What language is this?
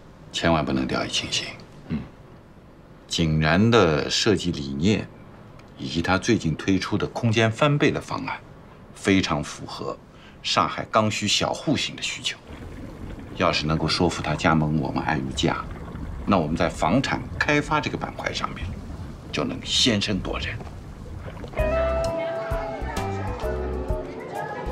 Chinese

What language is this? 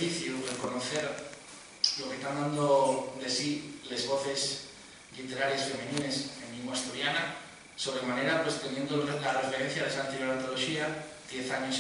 Asturian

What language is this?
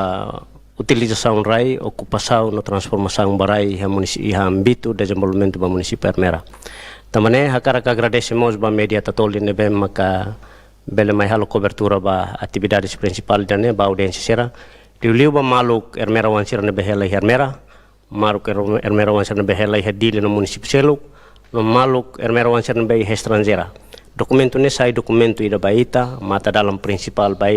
Tetum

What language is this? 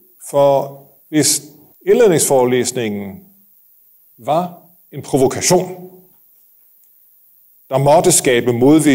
Danish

